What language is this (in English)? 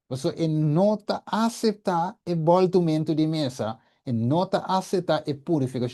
Papiamento